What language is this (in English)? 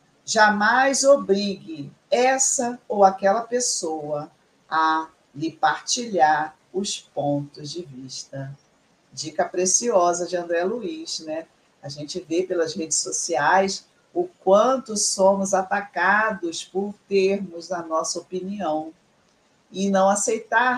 Portuguese